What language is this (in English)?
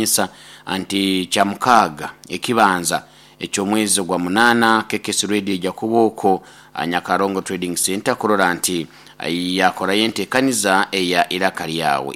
Nyoro